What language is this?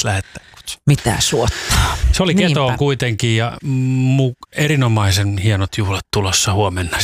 Finnish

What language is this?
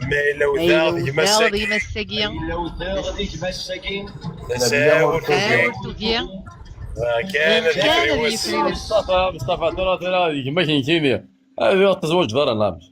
Kabyle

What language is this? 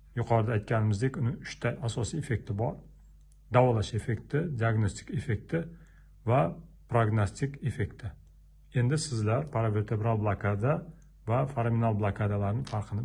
Uzbek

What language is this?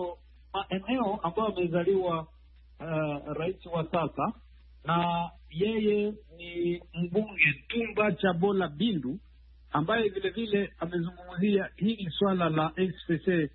Swahili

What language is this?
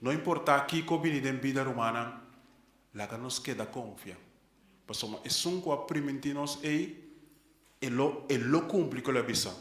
Papiamento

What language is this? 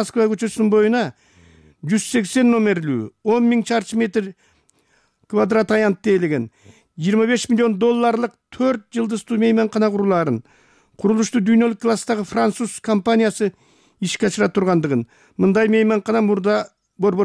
Kyrgyz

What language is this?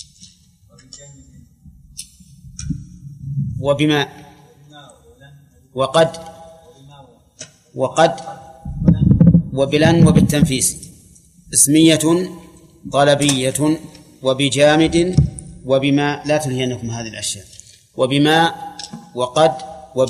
Arabic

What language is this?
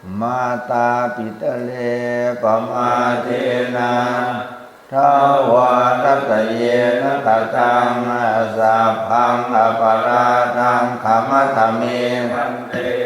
Pali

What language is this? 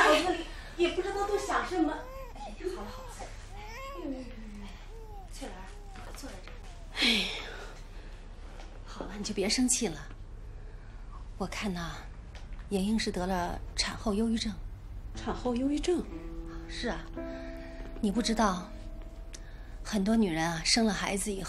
Chinese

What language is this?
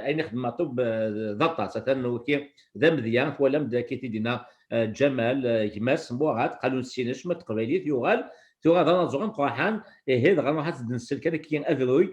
Kabyle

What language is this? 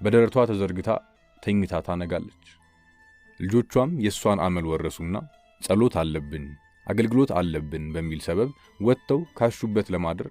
Amharic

